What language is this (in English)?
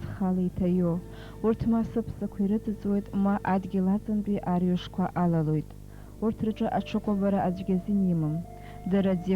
Abkhazian